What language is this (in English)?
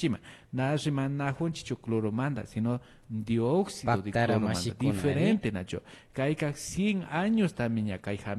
Imbabura Highland Quichua